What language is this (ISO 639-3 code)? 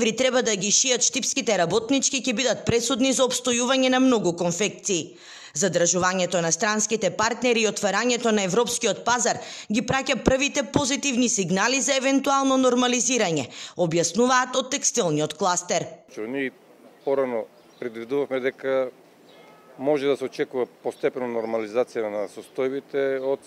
mkd